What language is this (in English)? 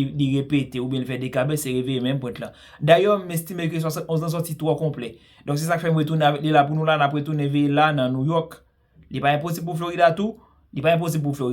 Haitian Creole